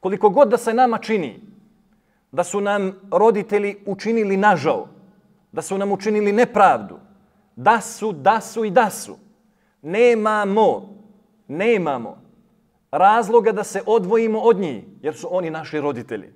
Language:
Bosnian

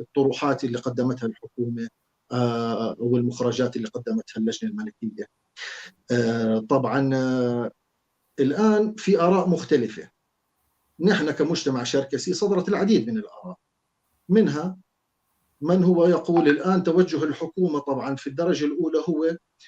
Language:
North Levantine Arabic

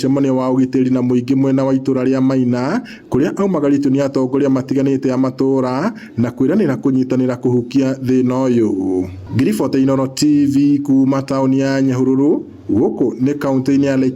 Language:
Kikuyu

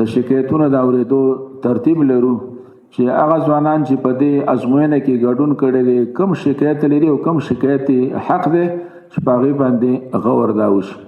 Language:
Pashto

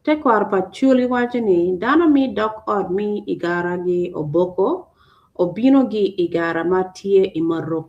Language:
Acoli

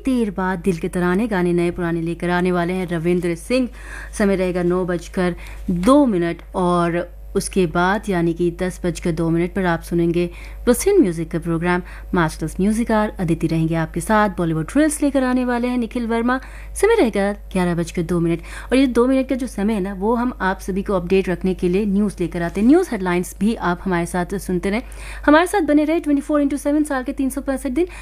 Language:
Hindi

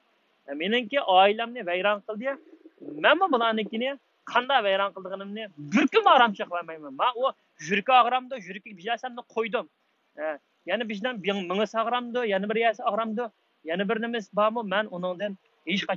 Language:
Uyghur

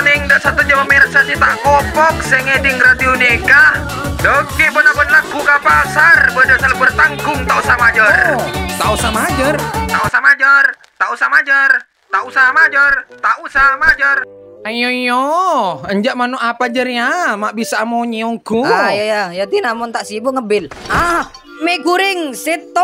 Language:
Madurese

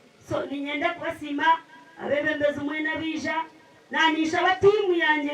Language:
Nyankole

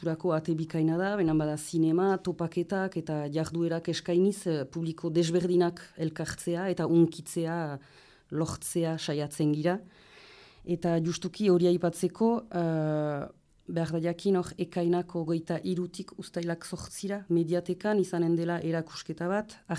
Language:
Basque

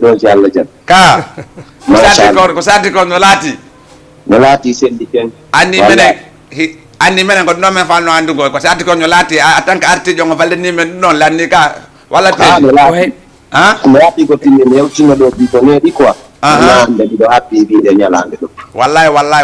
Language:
Fula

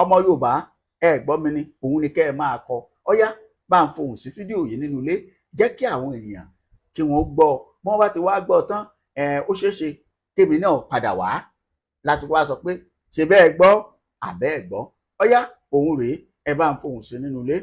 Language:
Yoruba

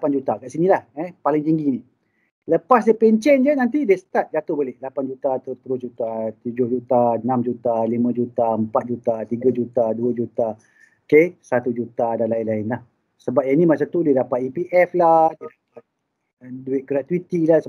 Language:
Malay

